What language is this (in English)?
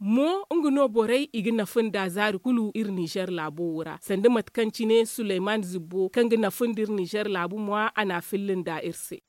Zarma